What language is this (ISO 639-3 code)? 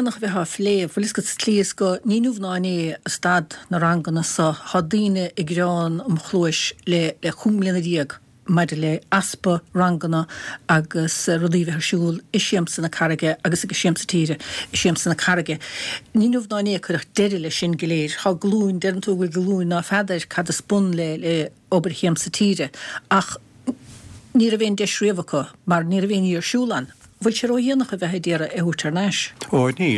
gle